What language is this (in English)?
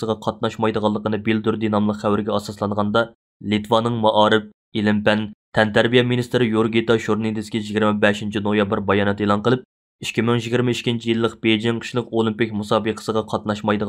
Uyghur